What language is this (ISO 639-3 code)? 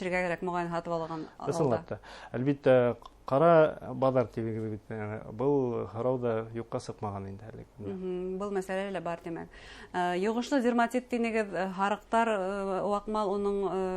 bak